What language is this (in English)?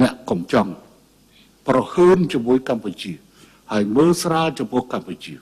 Khmer